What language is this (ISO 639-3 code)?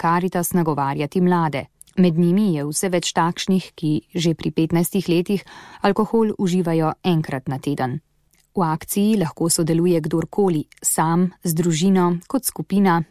slv